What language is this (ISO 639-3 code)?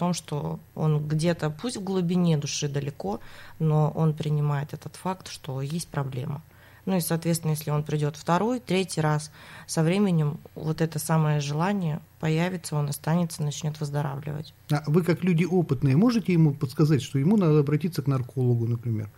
rus